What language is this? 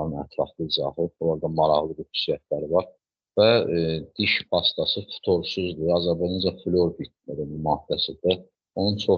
Azerbaijani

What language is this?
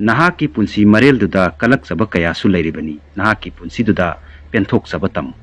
Manipuri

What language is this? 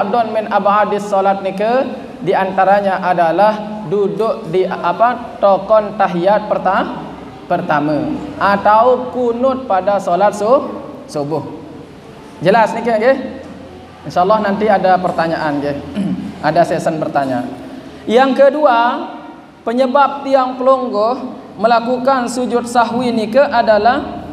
Sasak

